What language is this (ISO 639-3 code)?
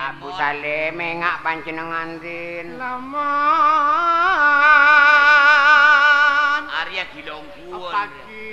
mad